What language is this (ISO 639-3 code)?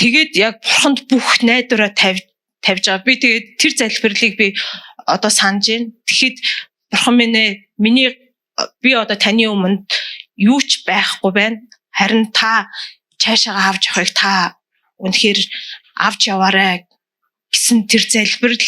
mon